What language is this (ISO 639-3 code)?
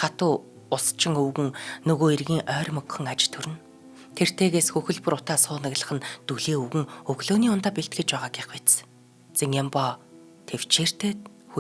mon